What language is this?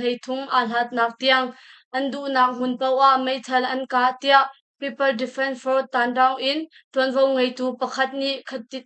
Hakha Chin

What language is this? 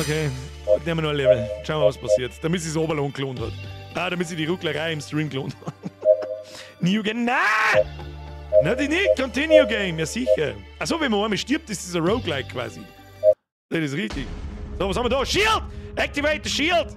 Bavarian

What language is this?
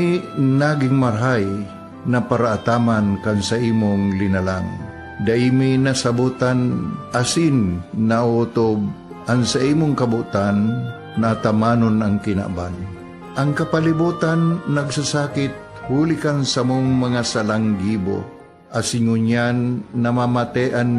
Bikol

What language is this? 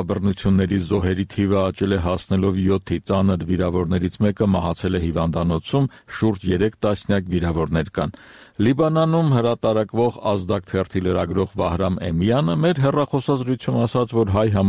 Armenian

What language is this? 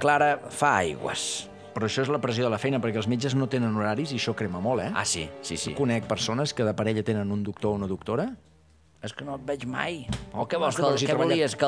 Catalan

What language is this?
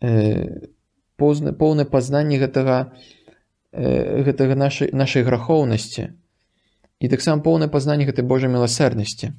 Belarusian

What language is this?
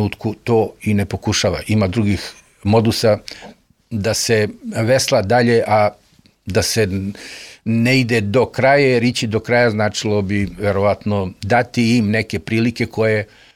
Serbian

